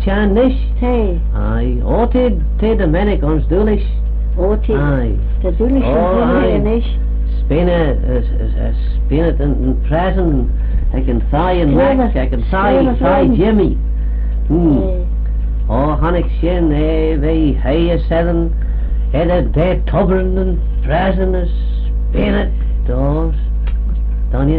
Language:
Manx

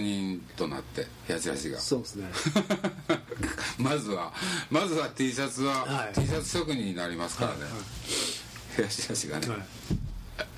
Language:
Japanese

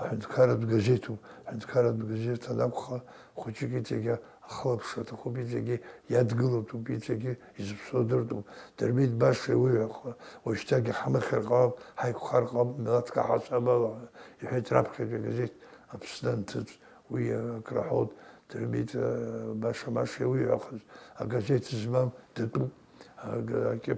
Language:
Abkhazian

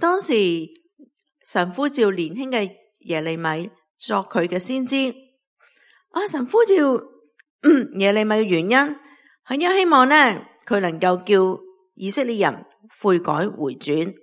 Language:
Cantonese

